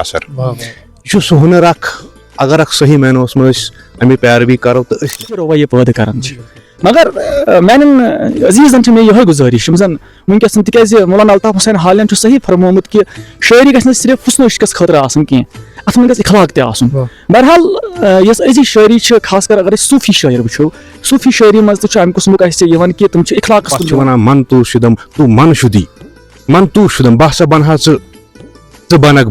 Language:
Kashmiri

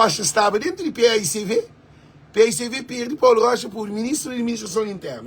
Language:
Kabuverdianu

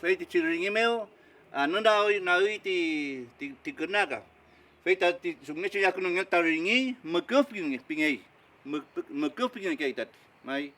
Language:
Mapuche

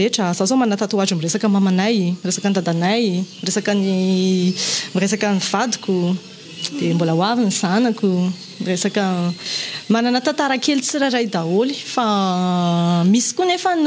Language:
Malagasy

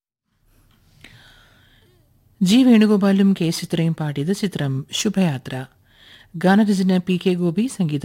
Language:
Malayalam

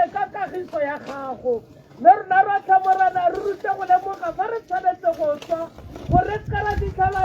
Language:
Tswana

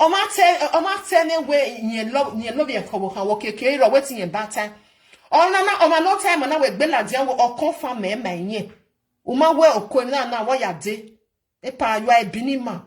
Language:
Nigerian Pidgin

